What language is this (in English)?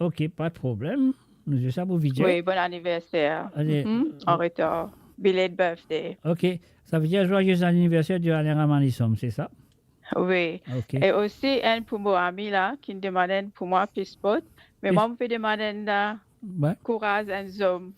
Morisyen